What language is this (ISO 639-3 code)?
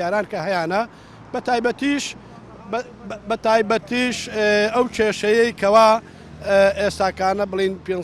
ckb